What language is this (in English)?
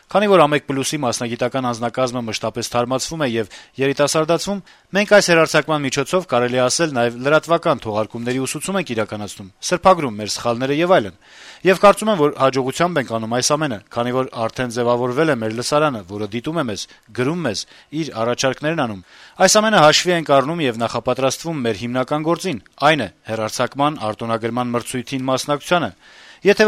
Armenian